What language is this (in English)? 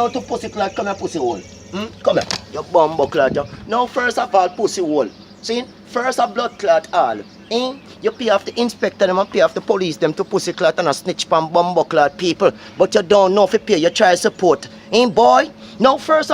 Jamaican Creole English